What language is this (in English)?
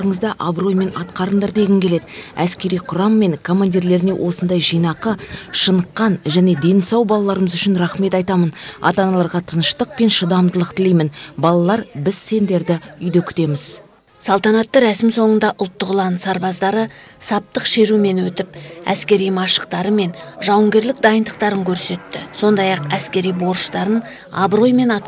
Kazakh